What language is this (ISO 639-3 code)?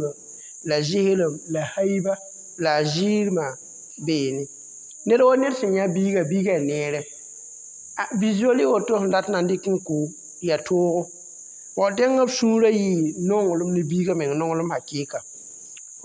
mos